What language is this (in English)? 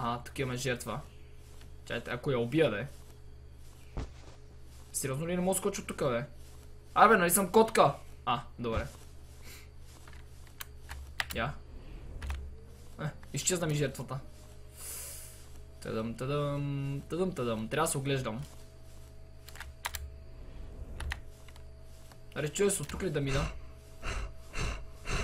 Bulgarian